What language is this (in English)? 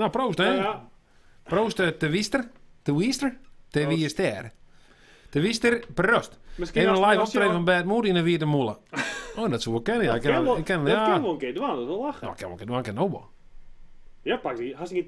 Western Frisian